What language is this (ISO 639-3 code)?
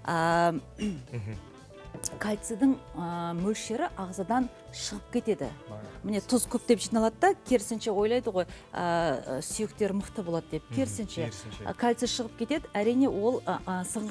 kaz